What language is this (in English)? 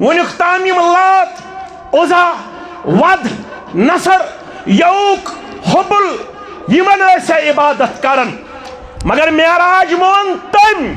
Kashmiri